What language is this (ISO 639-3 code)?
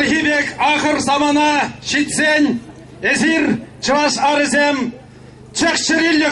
chv